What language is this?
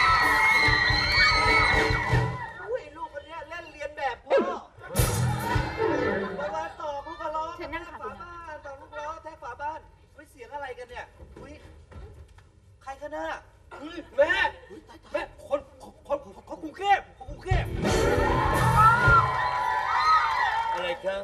Thai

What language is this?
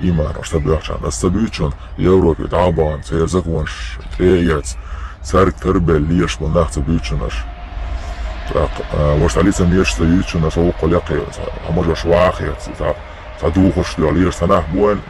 Chechen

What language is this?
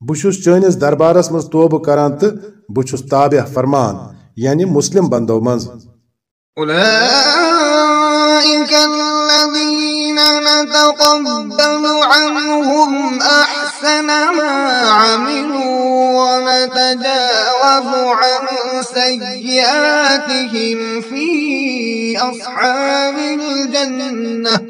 Kashmiri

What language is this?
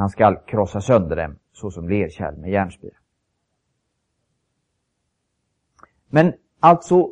Swedish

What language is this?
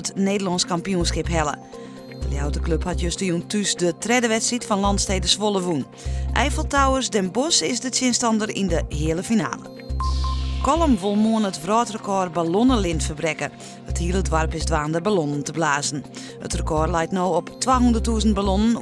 Western Frisian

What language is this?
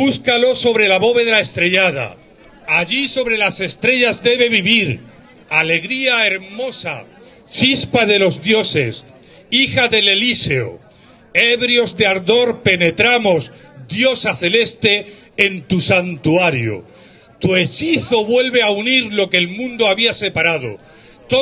Spanish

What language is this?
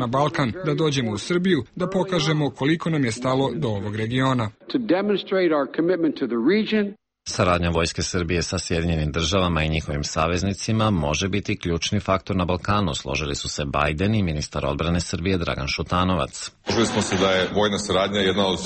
Serbian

